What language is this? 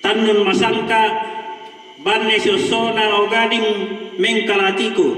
Toraja-Sa'dan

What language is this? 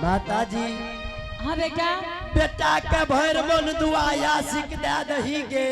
Angika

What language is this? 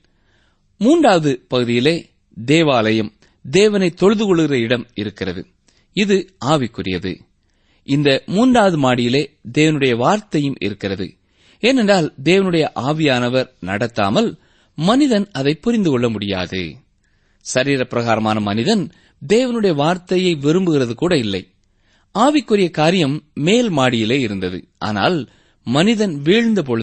Tamil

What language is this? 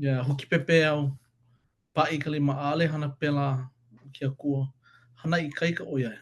Hawaiian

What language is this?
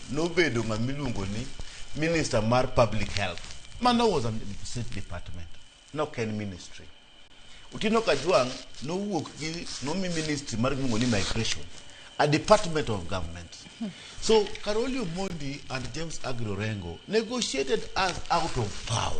Luo (Kenya and Tanzania)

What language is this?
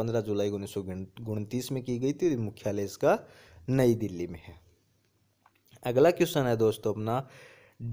Hindi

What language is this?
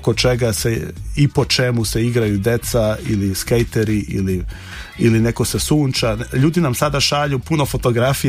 Serbian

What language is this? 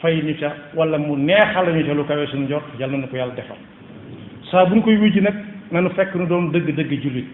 Wolof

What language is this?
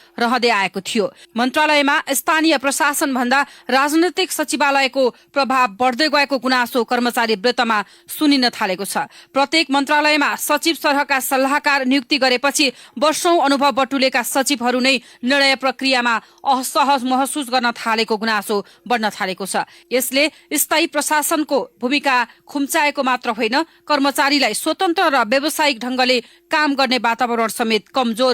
Nepali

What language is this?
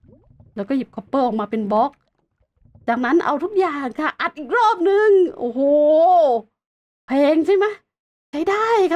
Thai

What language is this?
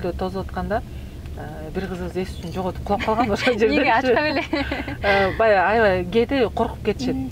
Kyrgyz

